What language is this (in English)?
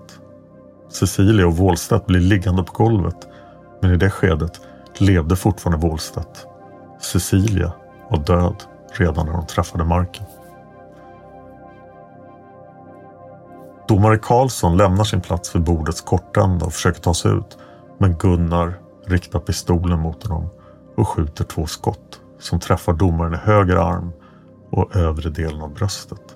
Swedish